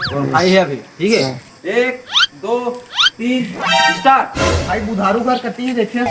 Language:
Chhattisgarhi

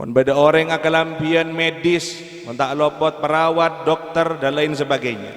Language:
Madurese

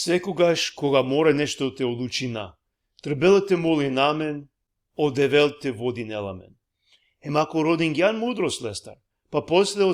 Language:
Balkan Romani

